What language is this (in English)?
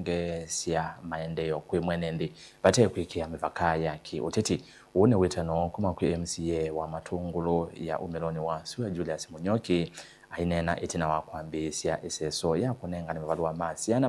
Kamba